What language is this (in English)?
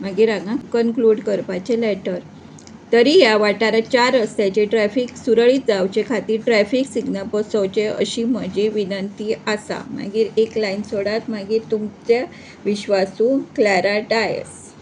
Konkani